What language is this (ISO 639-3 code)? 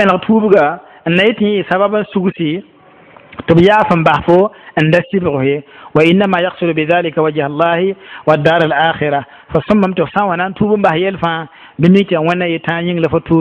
mos